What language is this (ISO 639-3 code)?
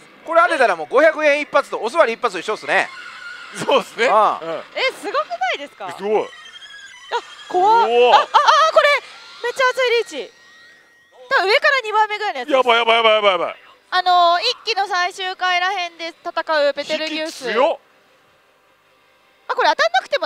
jpn